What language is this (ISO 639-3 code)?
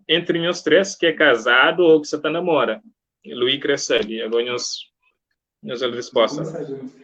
kea